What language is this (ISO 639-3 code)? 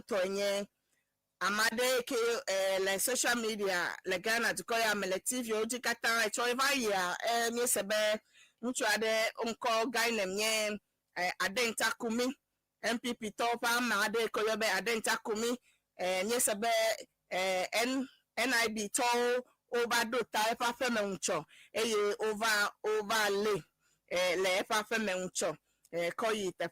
ewe